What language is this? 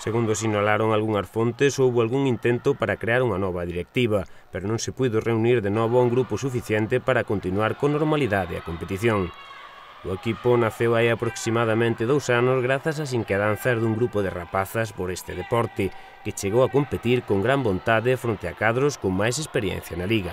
Galician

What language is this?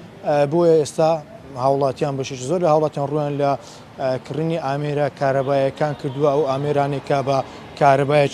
Central Kurdish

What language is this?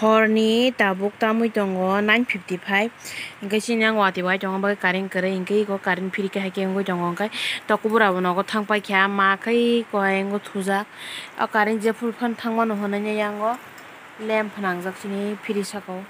Kok Borok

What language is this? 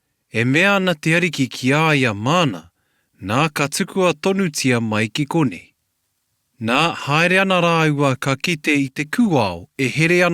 Māori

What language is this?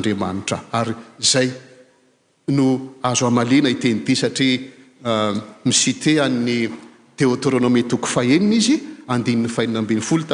Malagasy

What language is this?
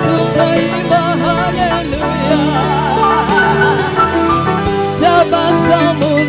Swahili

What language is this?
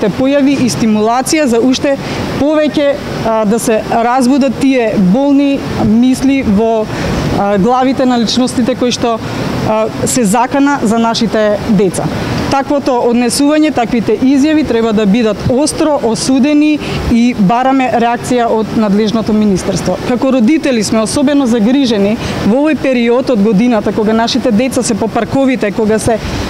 Macedonian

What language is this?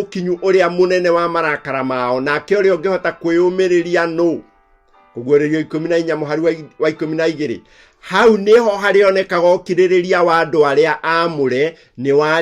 Kikuyu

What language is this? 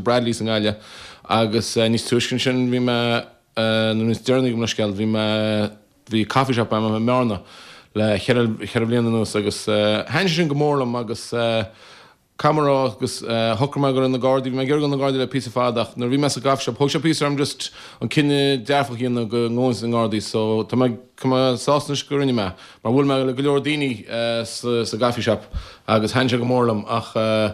Irish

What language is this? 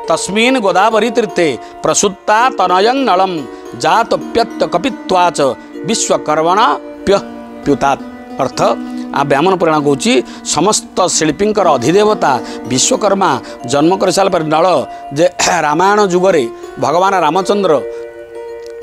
Odia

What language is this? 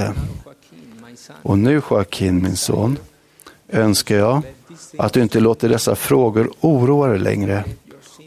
Swedish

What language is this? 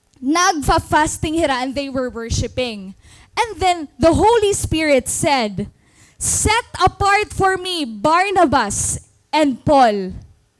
Waray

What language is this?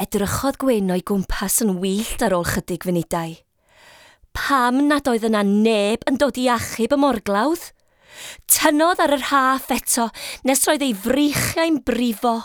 Welsh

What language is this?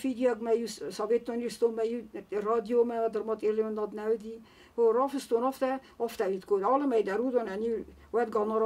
Ossetic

